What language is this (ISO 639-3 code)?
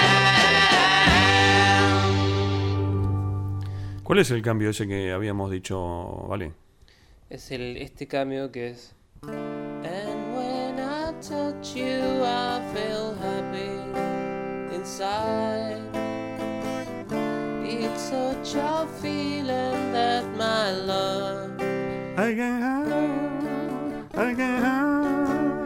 spa